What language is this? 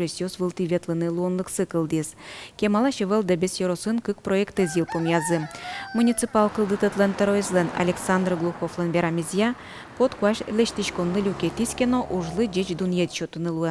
Udmurt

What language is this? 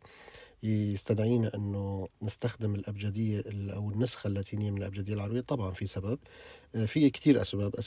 North Levantine Arabic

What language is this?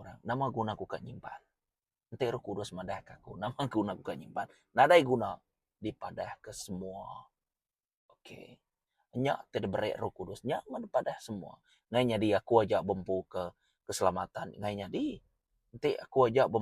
Iban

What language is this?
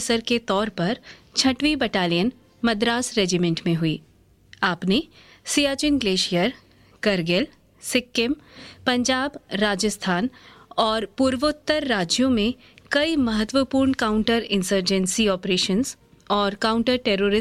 Hindi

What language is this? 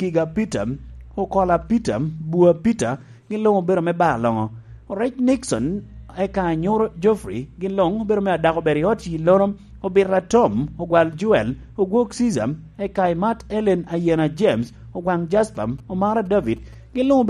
Lango (Uganda)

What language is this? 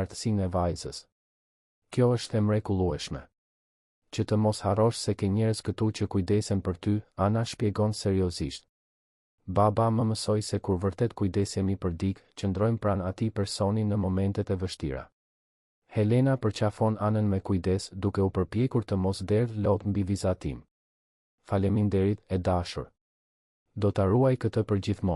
Albanian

